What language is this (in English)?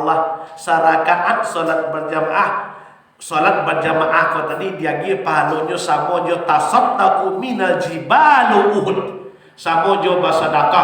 Minangkabau